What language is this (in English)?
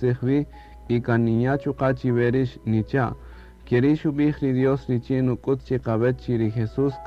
Kaqchikel